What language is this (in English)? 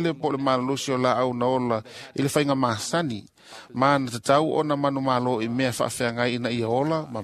Samoan